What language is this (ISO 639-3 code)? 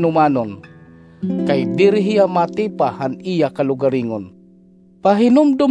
war